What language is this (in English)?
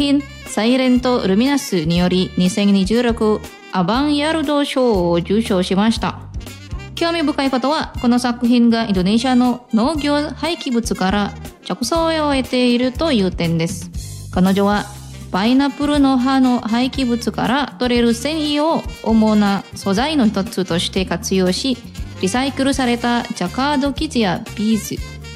Japanese